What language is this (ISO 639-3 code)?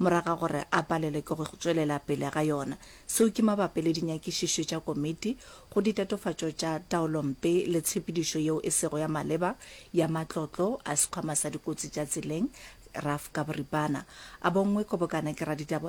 nso